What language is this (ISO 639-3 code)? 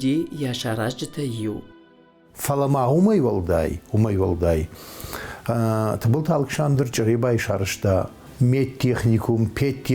oss